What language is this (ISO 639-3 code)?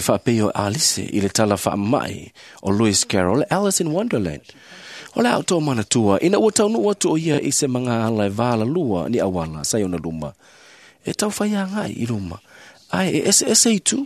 smo